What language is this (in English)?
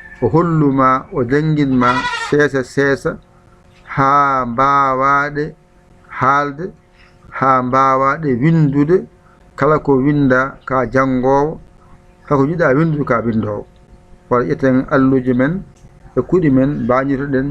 Fula